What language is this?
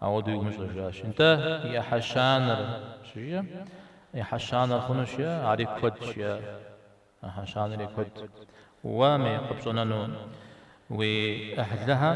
Kabardian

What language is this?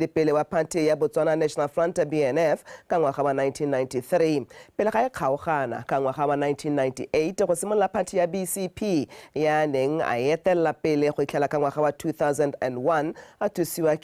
Tswana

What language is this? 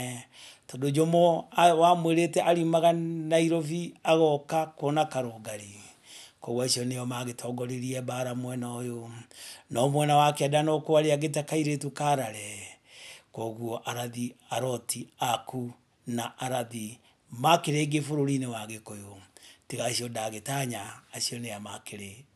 Kikuyu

